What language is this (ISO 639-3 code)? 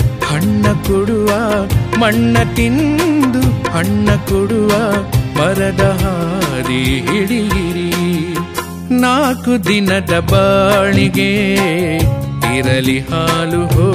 kan